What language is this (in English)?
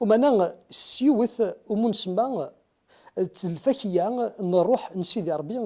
Kabyle